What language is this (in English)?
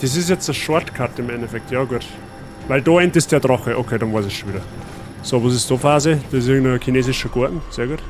Bavarian